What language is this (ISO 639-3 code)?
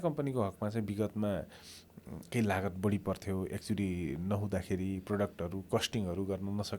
nep